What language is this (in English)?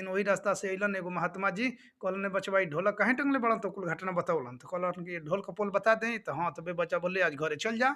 Bhojpuri